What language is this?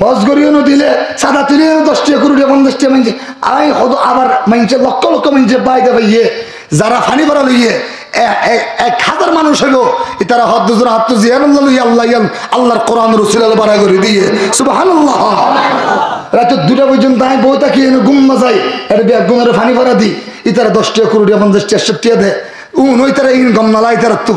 Rohingya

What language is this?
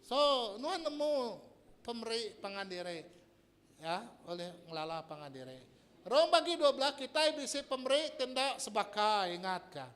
Iban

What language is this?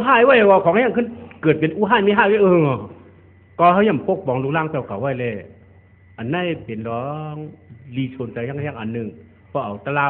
Shan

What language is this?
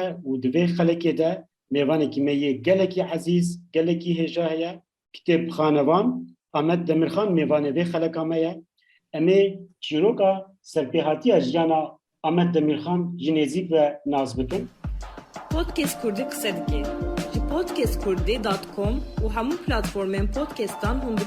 Kurdish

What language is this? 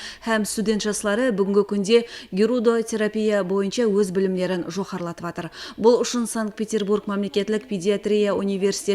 Kara-Kalpak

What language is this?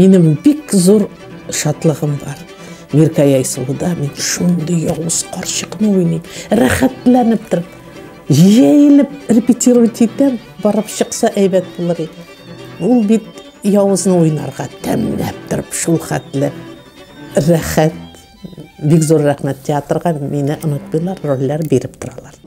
Tatar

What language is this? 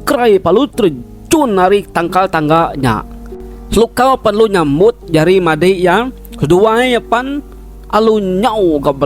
Iban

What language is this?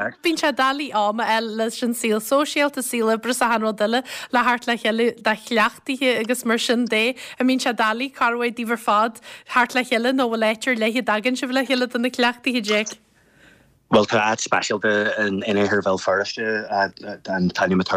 Irish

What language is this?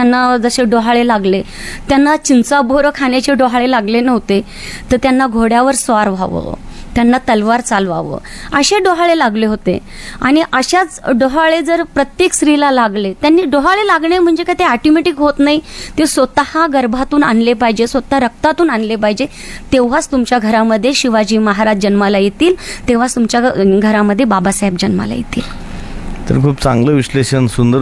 Marathi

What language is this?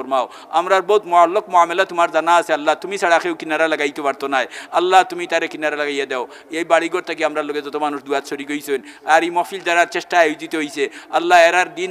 Sylheti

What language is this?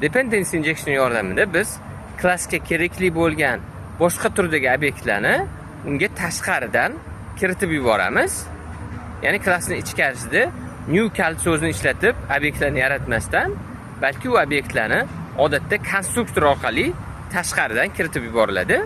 Uzbek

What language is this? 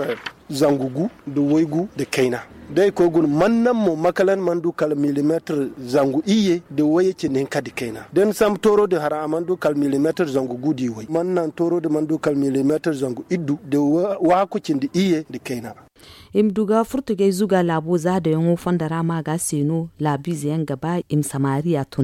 Zarma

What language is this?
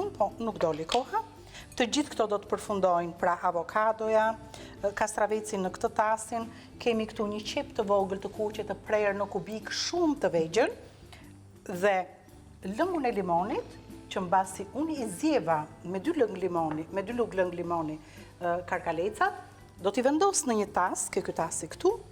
Albanian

